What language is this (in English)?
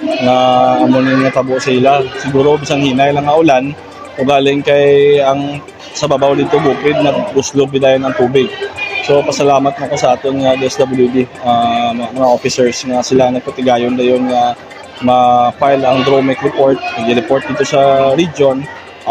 Hiligaynon